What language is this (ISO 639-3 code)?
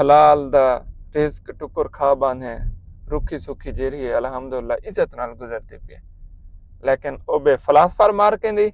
skr